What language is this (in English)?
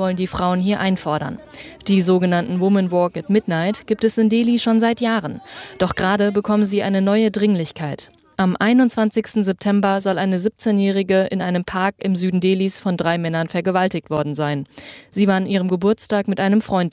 German